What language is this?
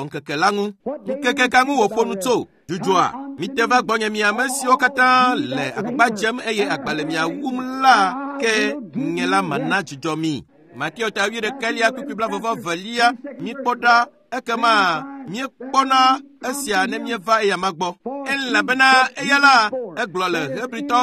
Ewe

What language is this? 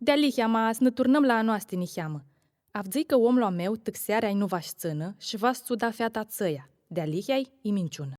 Aromanian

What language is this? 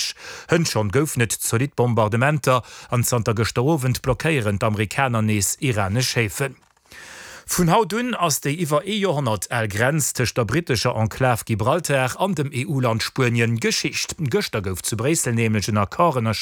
Luxembourgish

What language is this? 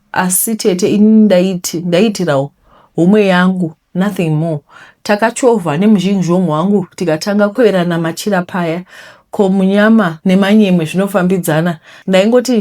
Shona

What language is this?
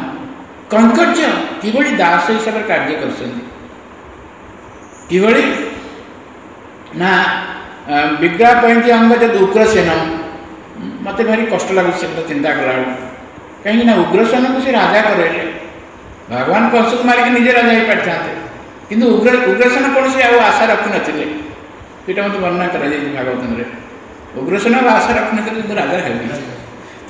Odia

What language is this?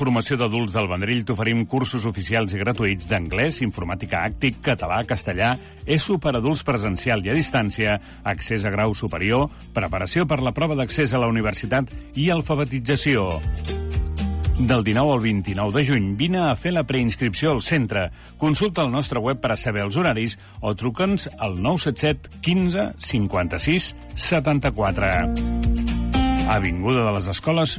Catalan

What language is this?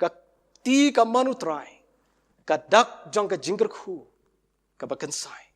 Khasi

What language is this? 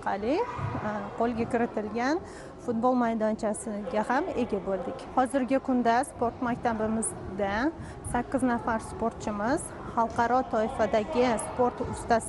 Uzbek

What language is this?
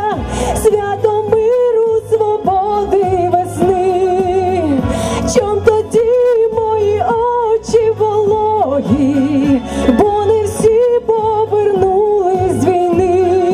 Ukrainian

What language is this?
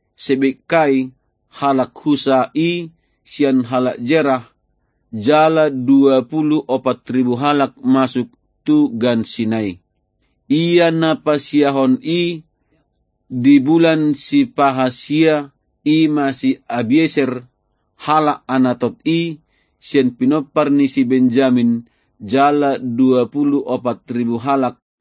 Batak Toba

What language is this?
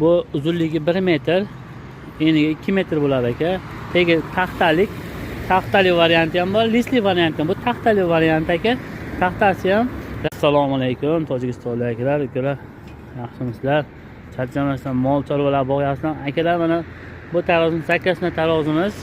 Uzbek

